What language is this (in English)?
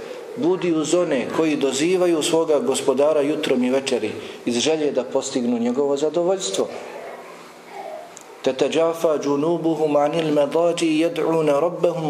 Bosnian